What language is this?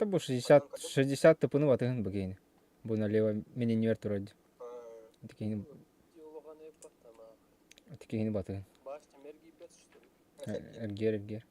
Yakut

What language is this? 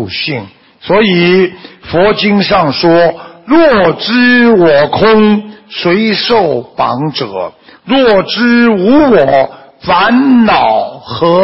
Chinese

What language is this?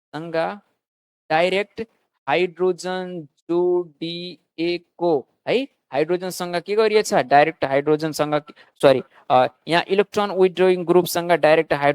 Nepali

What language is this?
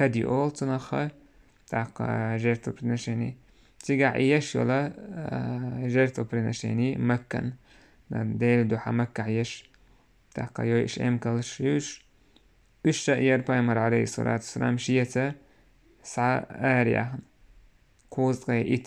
Chechen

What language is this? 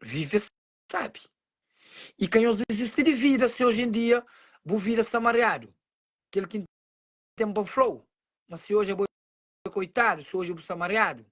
Kabuverdianu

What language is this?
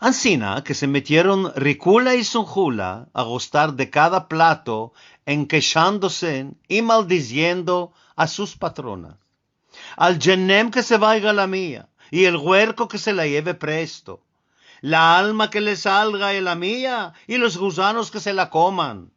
Ladino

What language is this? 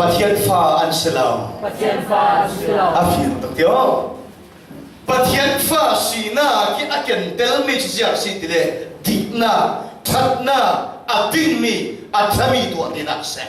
Falam Chin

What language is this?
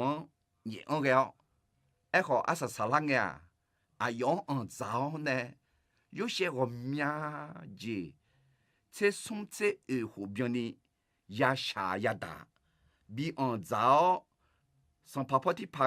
Akha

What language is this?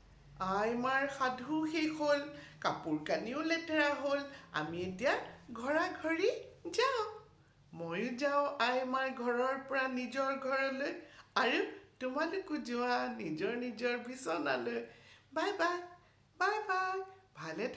Assamese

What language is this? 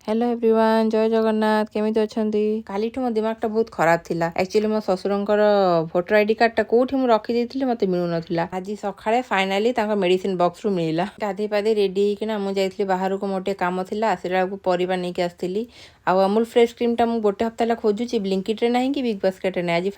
Odia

